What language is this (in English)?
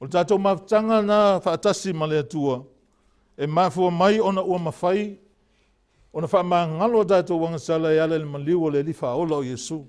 Samoan